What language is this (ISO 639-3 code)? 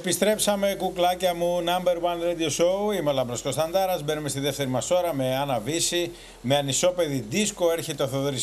ell